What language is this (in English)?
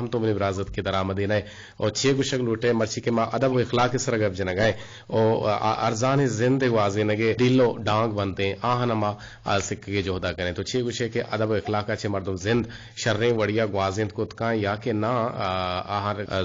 Eastern Balochi